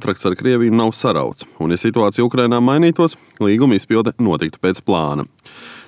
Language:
Latvian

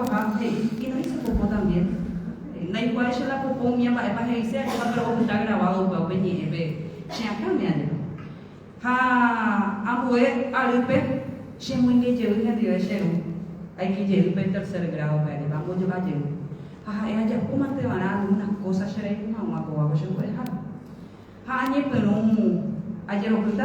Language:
Guarani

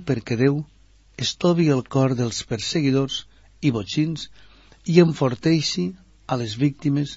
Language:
Catalan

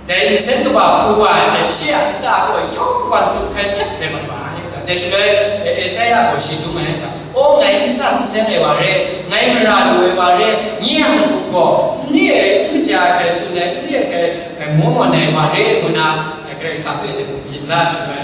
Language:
Kachin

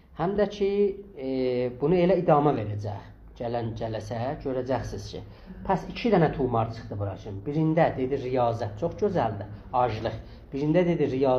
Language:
South Azerbaijani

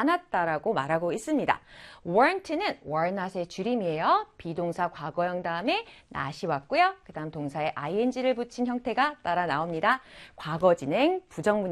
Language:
Korean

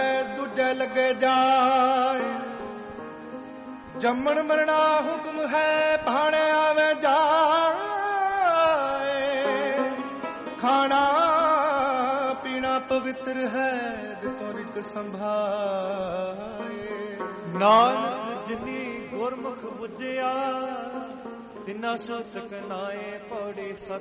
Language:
Punjabi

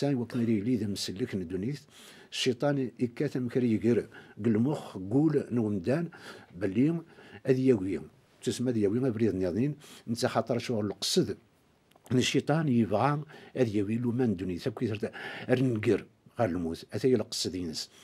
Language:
Kabyle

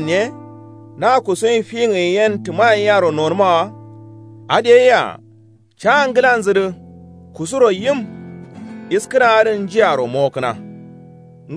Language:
Kanuri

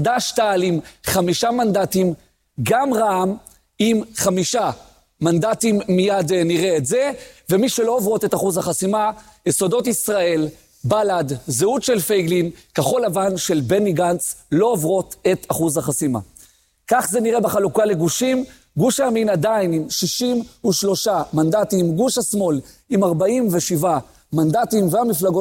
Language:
Hebrew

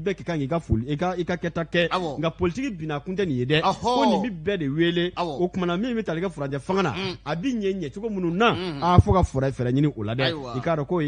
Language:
Bambara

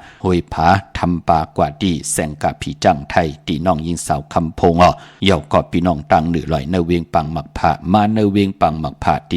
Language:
Shan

